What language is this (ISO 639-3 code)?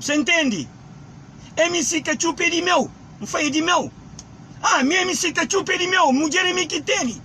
kea